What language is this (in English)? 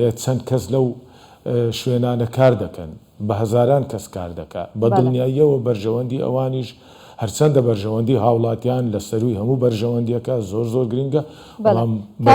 Central Kurdish